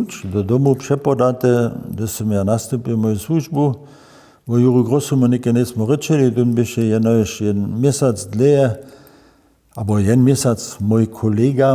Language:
Upper Sorbian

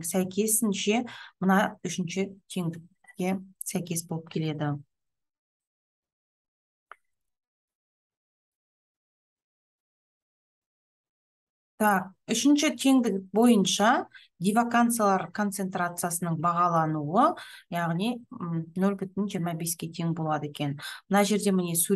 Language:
Kazakh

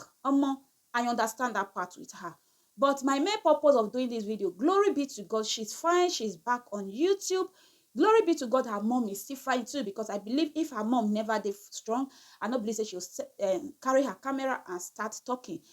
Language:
Nigerian Pidgin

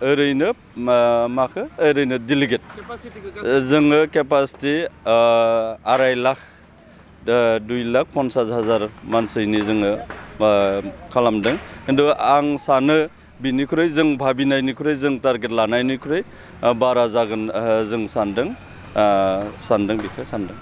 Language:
Bodo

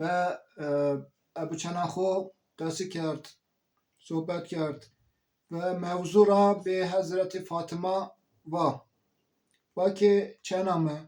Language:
Zaza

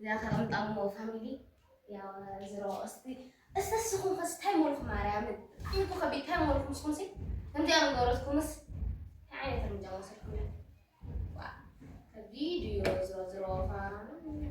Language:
Tigrinya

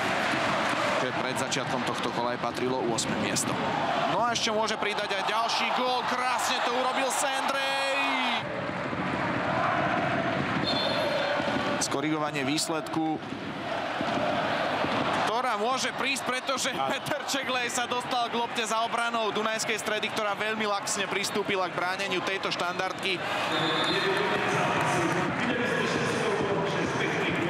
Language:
Slovak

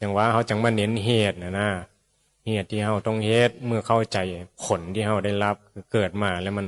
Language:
Northeastern Thai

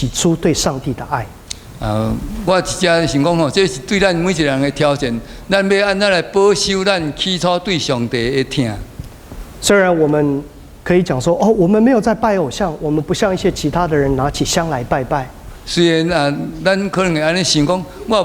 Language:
Min Nan Chinese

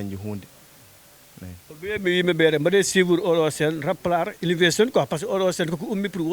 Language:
Fula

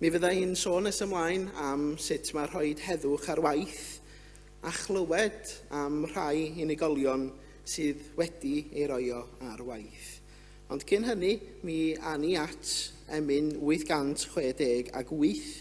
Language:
Welsh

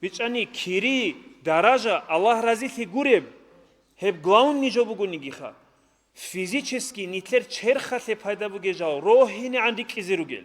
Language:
Avaric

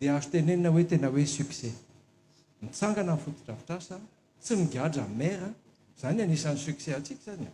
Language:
Malagasy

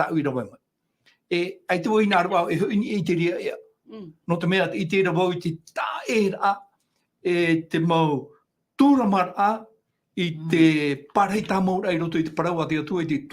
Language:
Tahitian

